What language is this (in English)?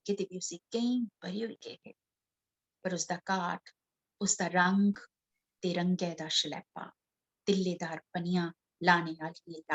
Dogri